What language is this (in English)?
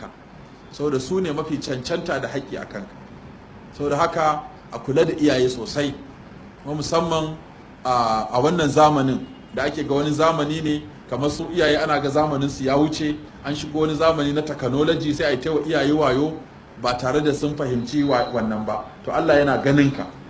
Hausa